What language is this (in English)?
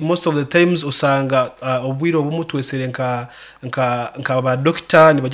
Nyoro